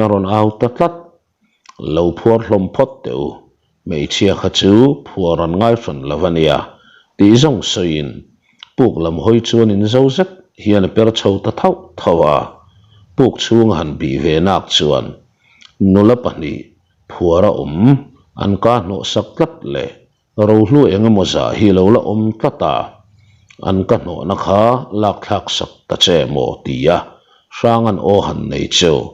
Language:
Mizo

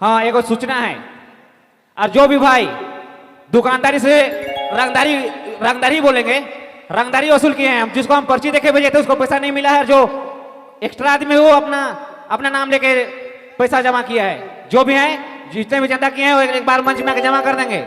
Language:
Sadri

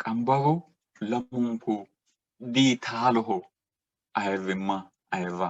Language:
Sidamo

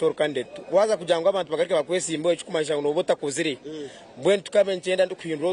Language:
Nyankole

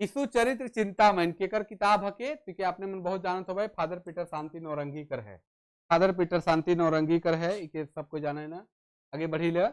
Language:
Sadri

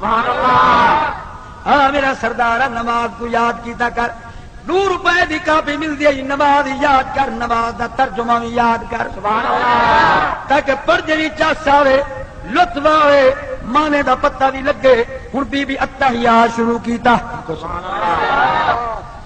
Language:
Saraiki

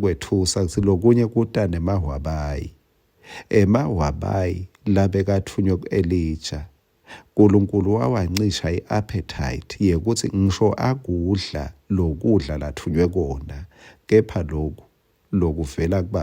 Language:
Swati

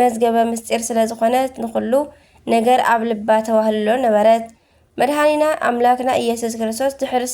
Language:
Tigrinya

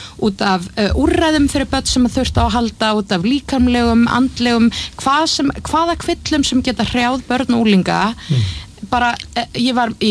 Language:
Icelandic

